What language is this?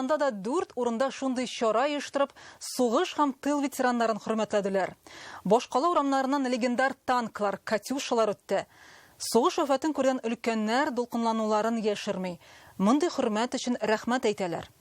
Tatar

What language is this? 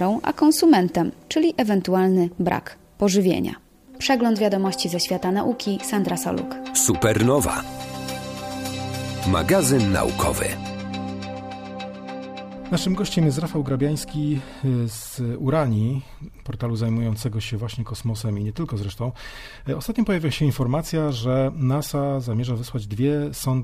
Polish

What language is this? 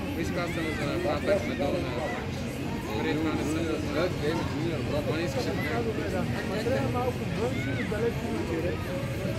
Bulgarian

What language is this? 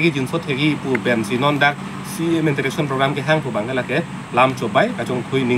Karbi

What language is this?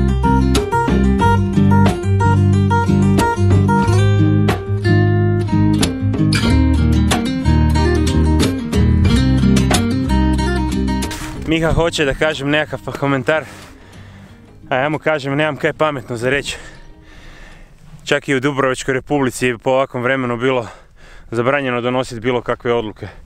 Croatian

